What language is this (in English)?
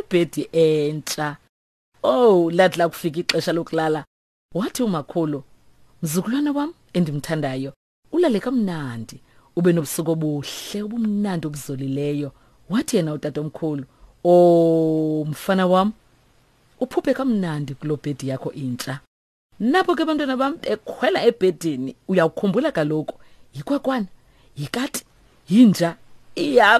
Xhosa